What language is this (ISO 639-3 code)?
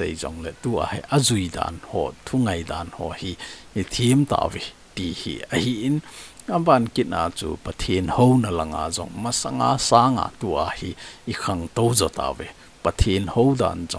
tcz